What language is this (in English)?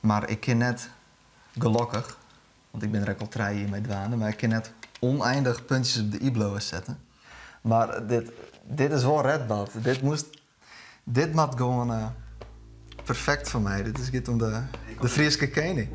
Western Frisian